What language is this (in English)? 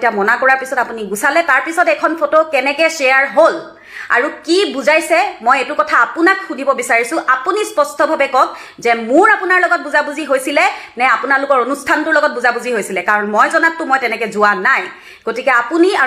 Assamese